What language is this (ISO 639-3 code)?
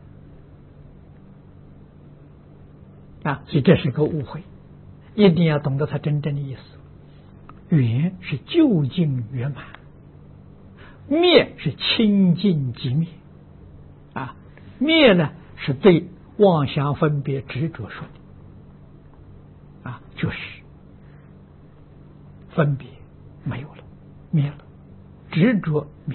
zho